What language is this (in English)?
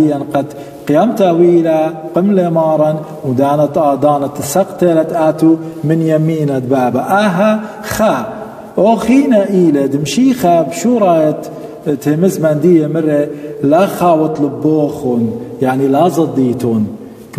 Assyrian Neo-Aramaic